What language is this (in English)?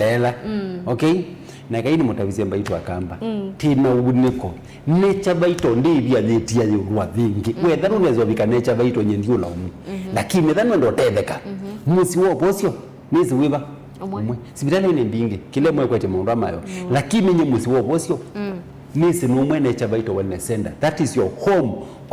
Kamba